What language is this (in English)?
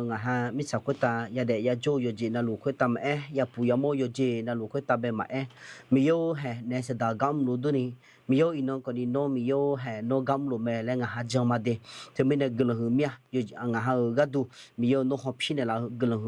Akha